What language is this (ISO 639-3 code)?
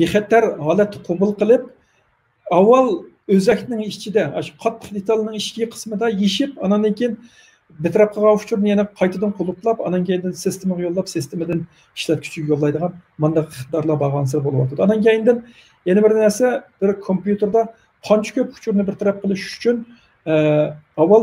uig